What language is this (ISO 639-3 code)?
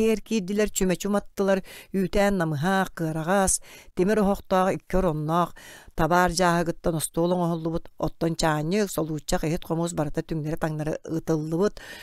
sah